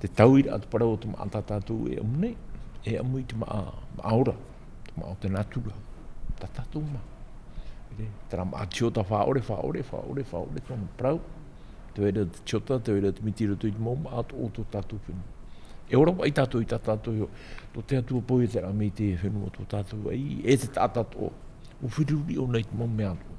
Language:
Tahitian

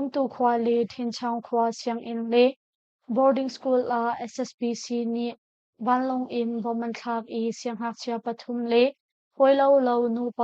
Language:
Hakha Chin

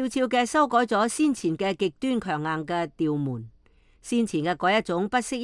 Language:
Cantonese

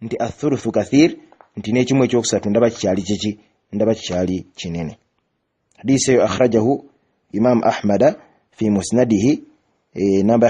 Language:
Ganda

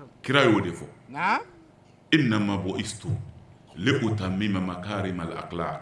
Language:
Bambara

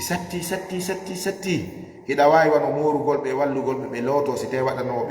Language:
Fula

